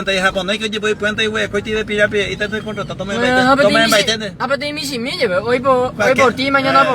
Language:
Guarani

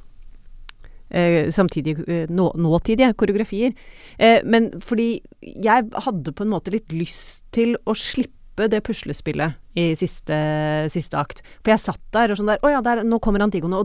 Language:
Norwegian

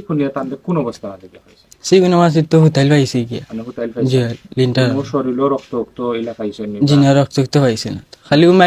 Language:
Sylheti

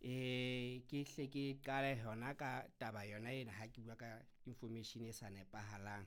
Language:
Southern Sotho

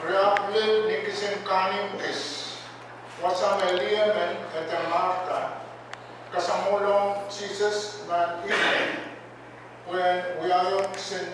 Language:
Pohnpeian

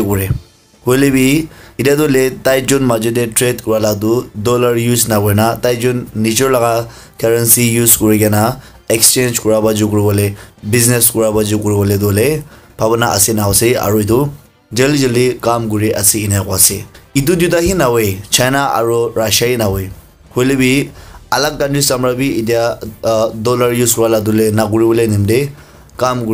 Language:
Naga Pidgin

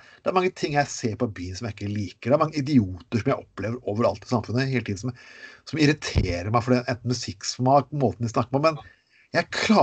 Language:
Norwegian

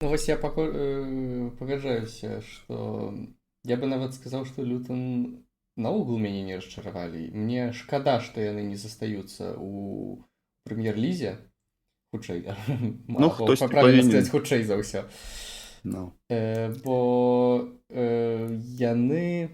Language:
Belarusian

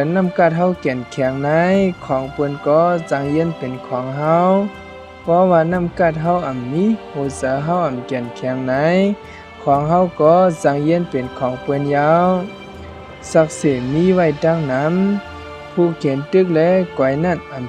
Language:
Shan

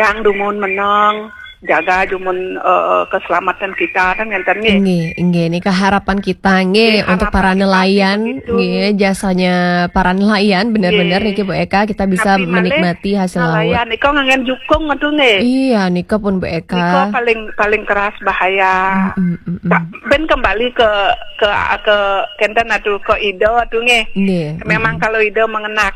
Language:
Balinese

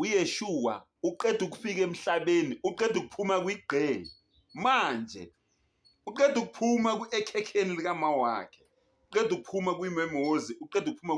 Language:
Zulu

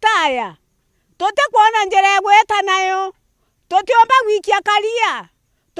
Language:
Meru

